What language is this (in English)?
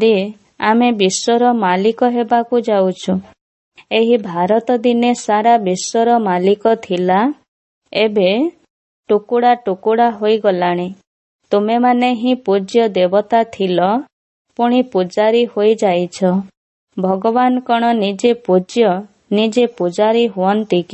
Odia